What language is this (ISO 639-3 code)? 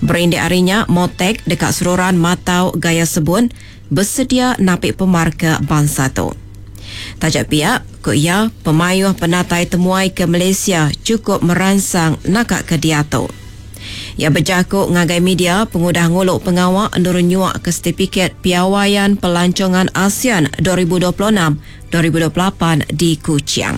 iba